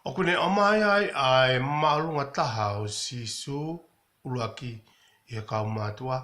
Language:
Tongan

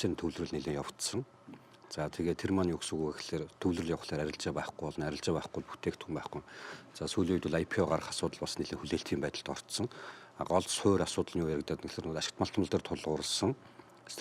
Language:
Mongolian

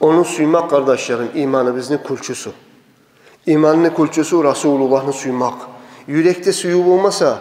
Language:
Kumyk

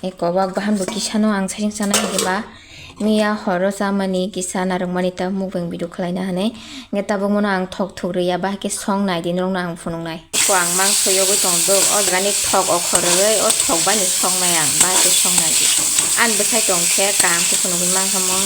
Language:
Kok Borok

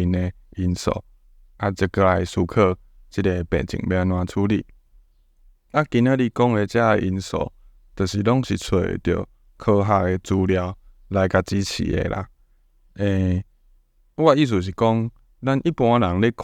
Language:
Min Nan Chinese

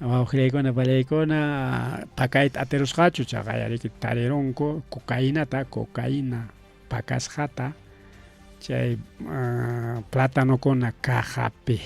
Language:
Ayacucho Quechua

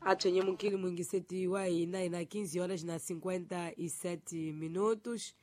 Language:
Tsonga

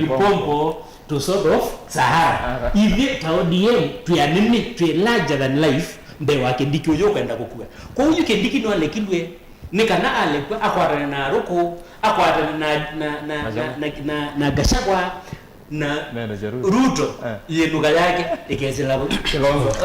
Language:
Kamba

